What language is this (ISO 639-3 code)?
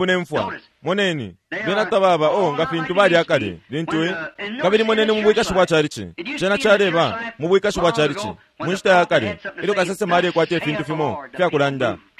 bem